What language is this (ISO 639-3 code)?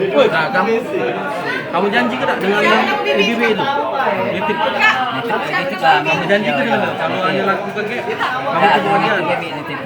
mui